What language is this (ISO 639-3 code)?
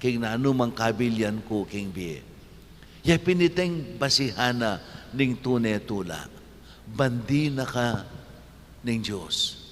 pam